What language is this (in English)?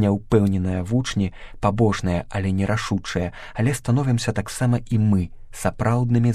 Belarusian